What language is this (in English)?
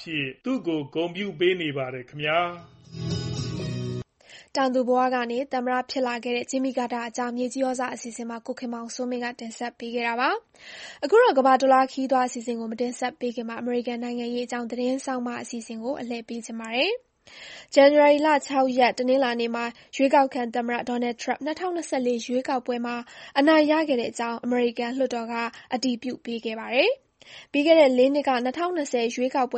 Burmese